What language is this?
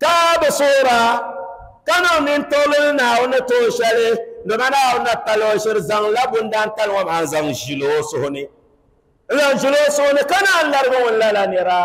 Dagbani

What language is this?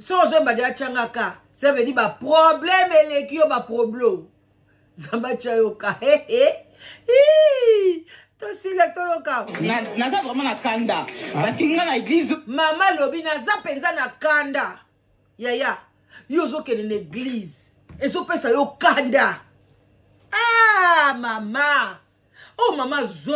Lingala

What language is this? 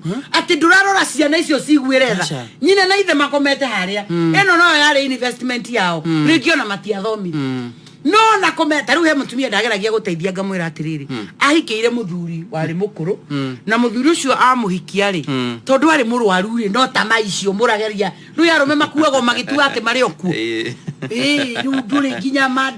Kikuyu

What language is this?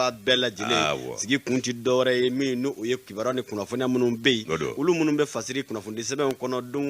Bambara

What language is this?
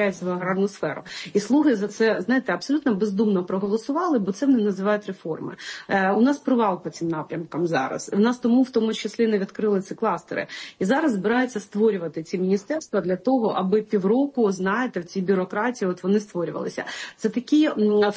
Ukrainian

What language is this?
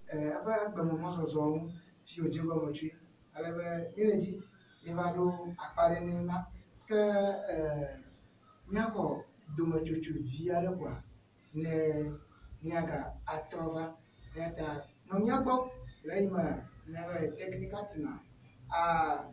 Ewe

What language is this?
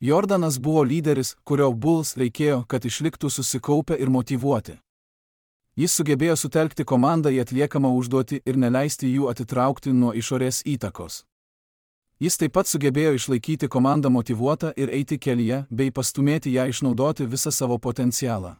Lithuanian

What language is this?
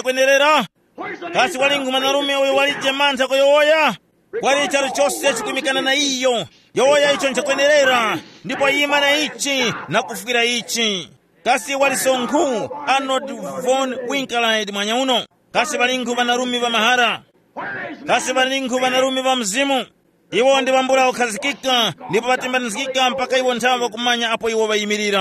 Tumbuka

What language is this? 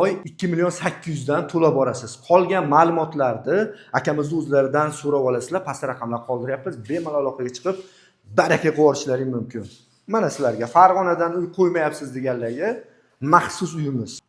Uzbek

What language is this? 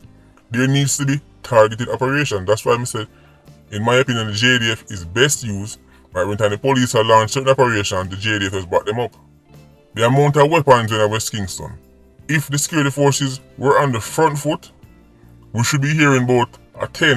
Jamaican Creole English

